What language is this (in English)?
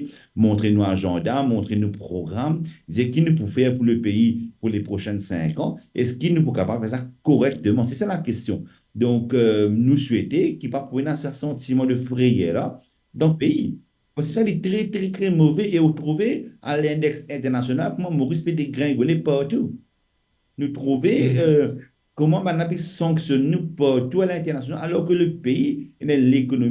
Morisyen